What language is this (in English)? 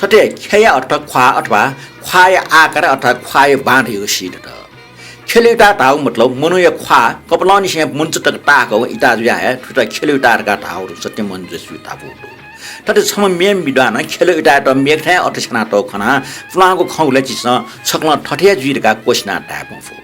Newari